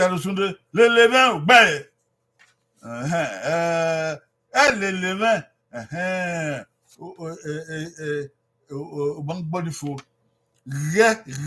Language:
Bini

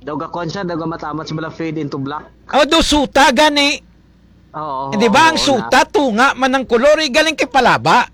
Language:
Hiligaynon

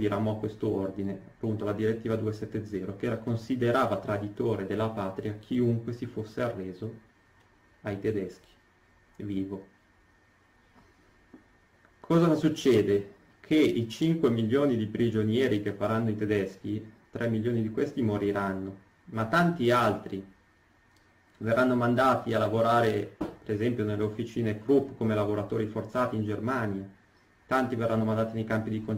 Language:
Italian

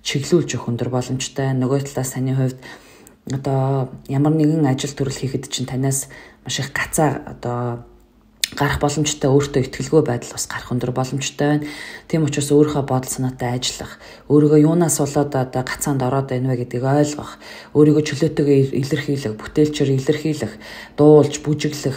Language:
Mongolian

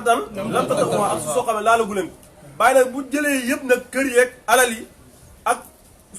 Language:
Wolof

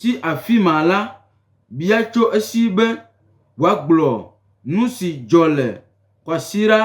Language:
Gen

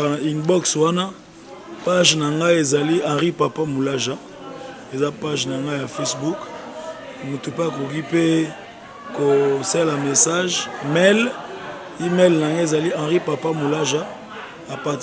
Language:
Lingala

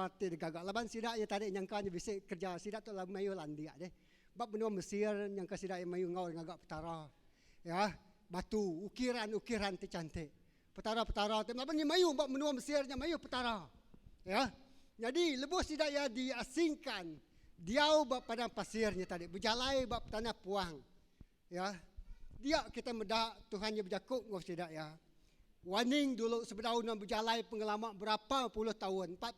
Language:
Iban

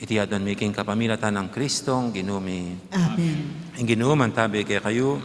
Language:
Pampanga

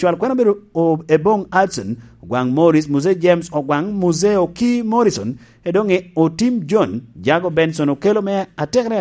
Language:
Lango (Uganda)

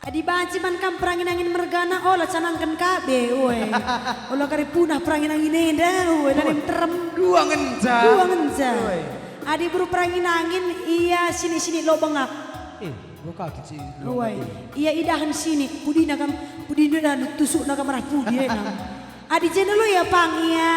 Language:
Batak Karo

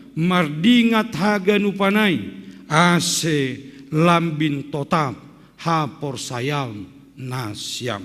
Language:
Batak Simalungun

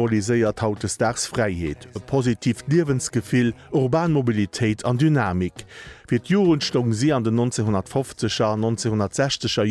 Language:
Luxembourgish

